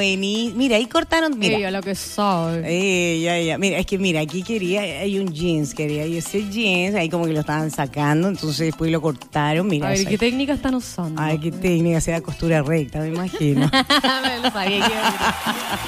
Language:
Spanish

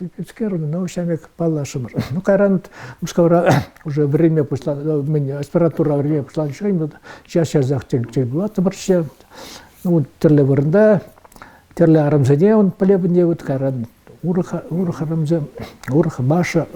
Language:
Chuvash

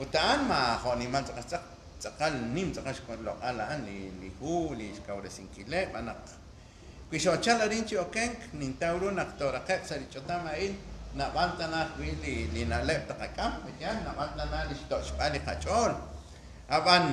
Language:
Kekchí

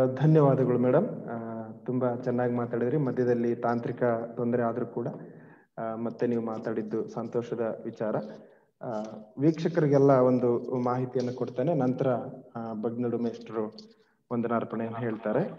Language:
Kannada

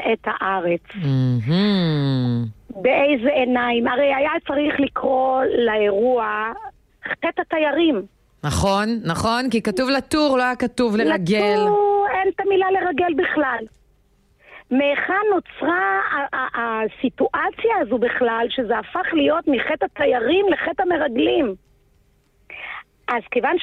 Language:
Hebrew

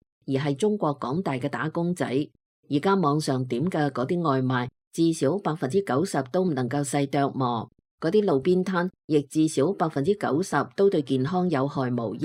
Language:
Cantonese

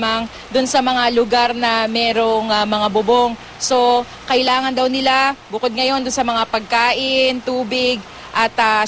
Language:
Filipino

